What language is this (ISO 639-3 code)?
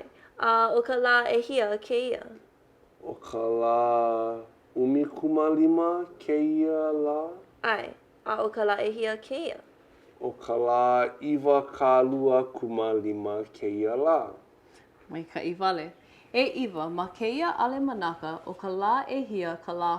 haw